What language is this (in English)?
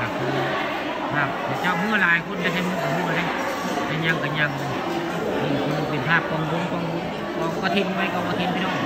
Northeastern Thai